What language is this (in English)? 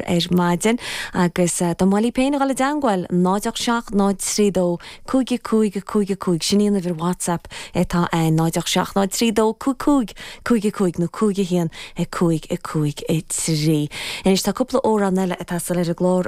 Irish